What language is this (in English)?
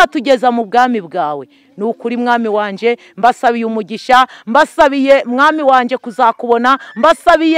Kinyarwanda